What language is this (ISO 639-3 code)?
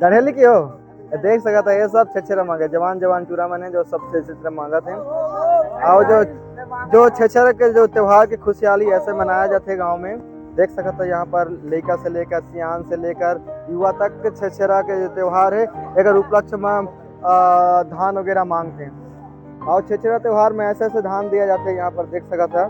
hne